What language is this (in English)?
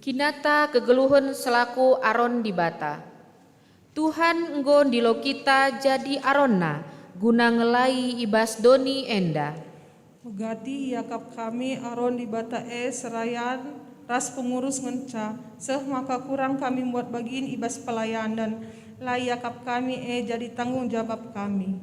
Batak Karo